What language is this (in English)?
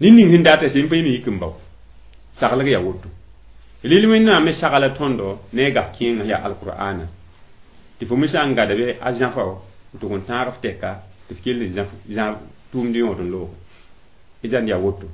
Mossi